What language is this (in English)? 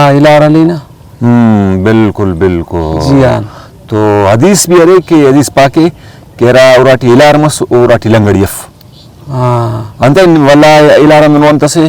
Brahui